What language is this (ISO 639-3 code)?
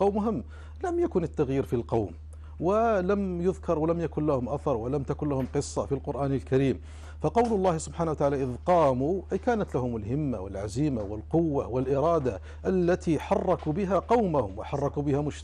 ara